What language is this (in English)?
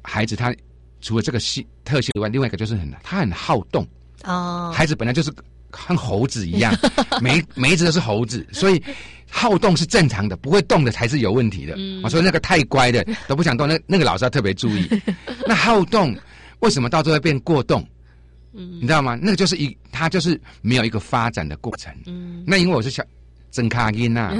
Chinese